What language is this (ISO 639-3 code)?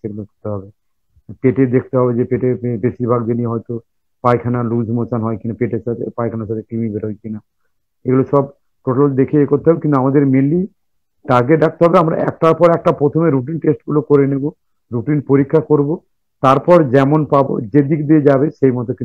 ben